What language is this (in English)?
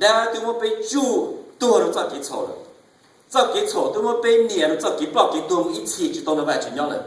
Hmong